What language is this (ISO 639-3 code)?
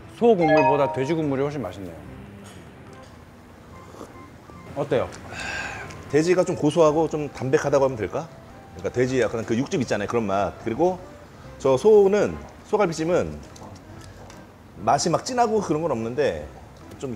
kor